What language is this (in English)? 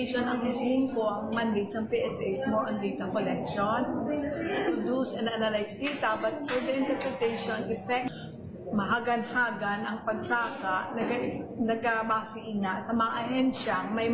Hiligaynon